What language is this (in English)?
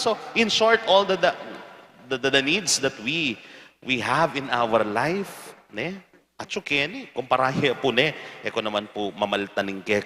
Pampanga